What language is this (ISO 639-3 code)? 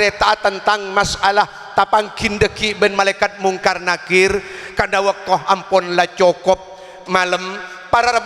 mad